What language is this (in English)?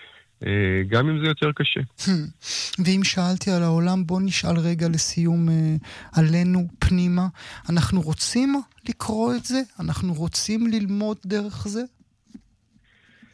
Hebrew